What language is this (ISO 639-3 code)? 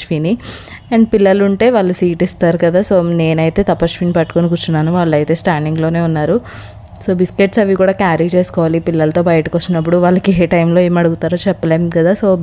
tel